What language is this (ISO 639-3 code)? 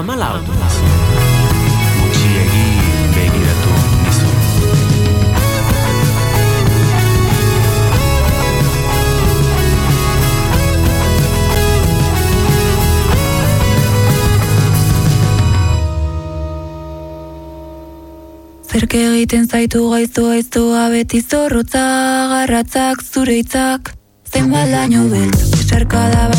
eus